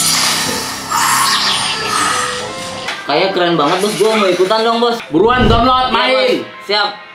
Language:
Indonesian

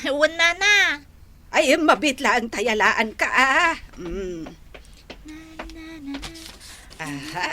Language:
Iloko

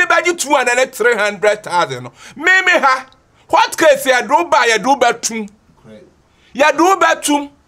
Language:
Akan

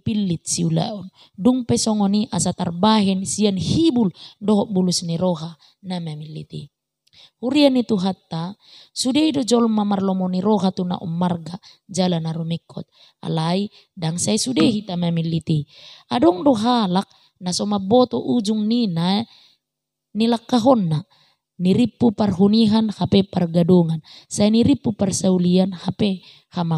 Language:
Batak Toba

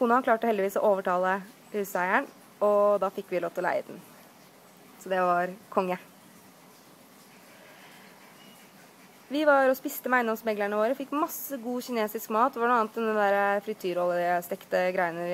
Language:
Norwegian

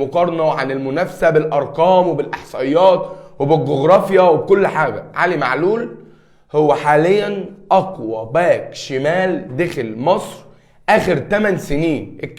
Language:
Egyptian Arabic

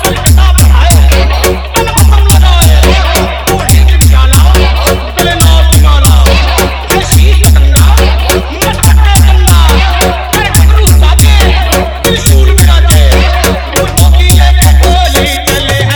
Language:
Bhojpuri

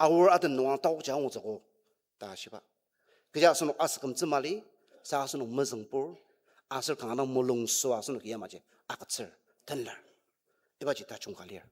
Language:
Ao Naga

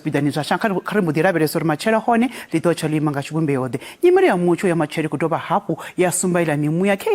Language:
Venda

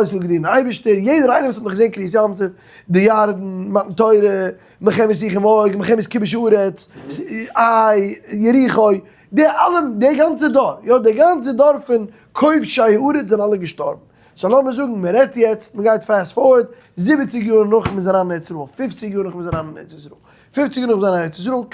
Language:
Yiddish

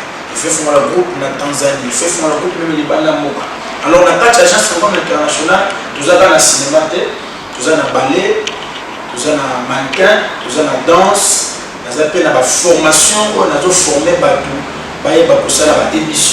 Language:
Lingala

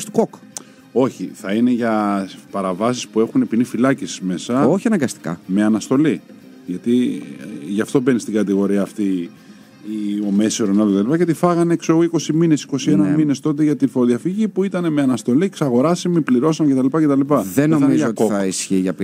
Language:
Greek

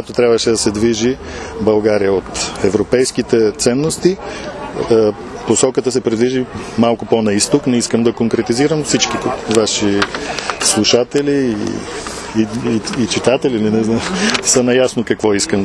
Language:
Bulgarian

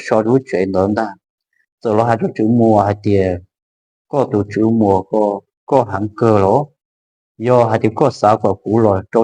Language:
Hmong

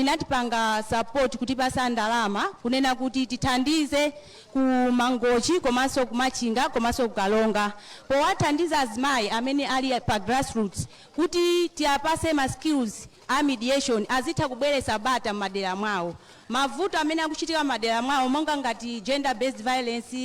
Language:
Nyanja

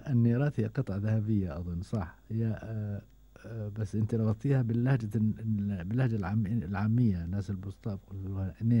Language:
Gulf Arabic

